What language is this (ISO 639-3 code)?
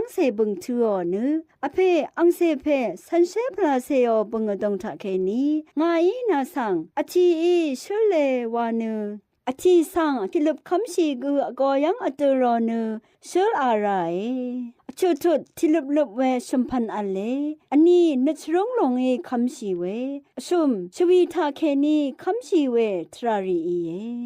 raw